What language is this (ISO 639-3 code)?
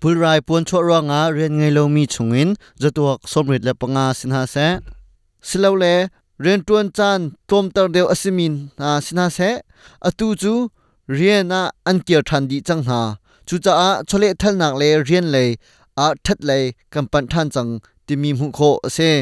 cnh